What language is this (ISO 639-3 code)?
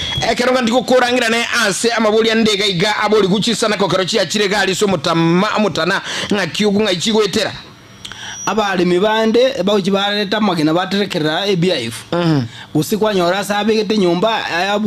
guz